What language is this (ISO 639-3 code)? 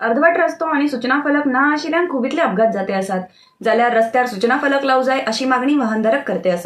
kok